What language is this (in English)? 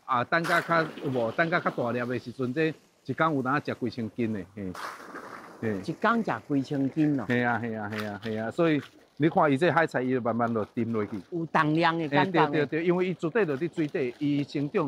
Min Nan Chinese